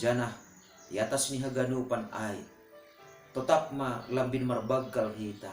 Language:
Batak Simalungun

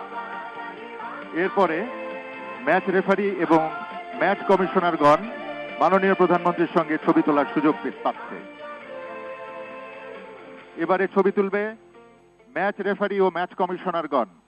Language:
Bangla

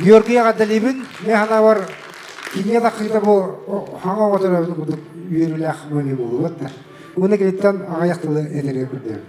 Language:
Yakut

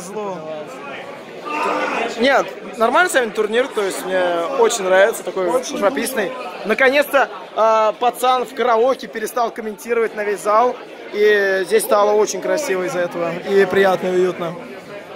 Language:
Russian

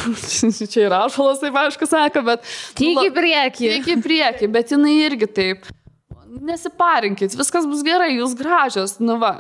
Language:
Lithuanian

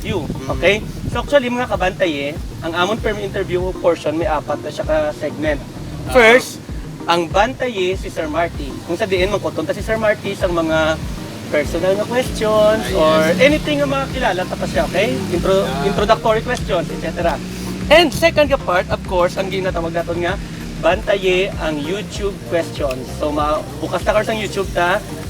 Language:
Hiligaynon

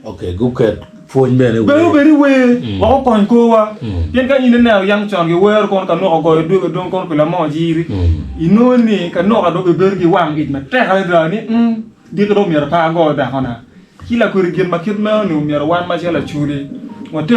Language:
Acoli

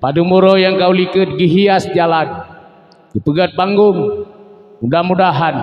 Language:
Achinese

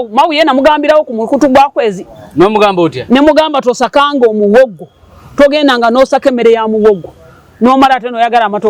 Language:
Ganda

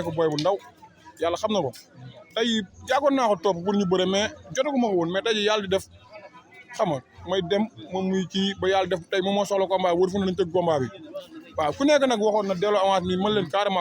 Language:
Wolof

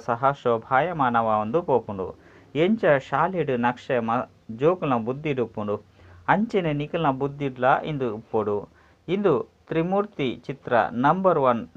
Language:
Tulu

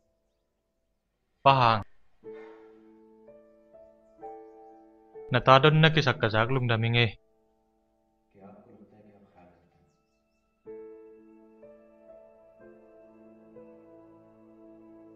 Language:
Tedim Chin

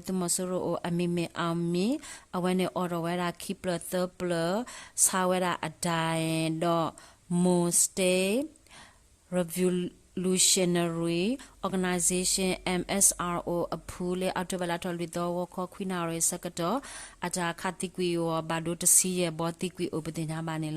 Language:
S'gaw Karen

